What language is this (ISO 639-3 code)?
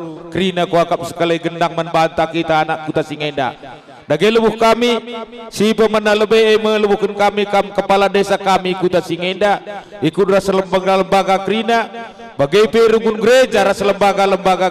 btx